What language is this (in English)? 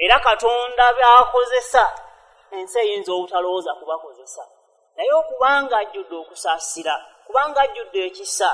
Ganda